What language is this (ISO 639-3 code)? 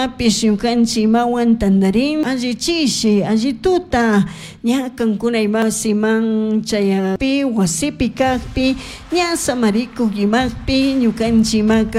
qug